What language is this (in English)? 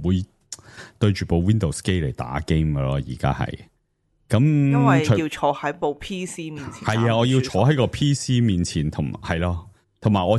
Cantonese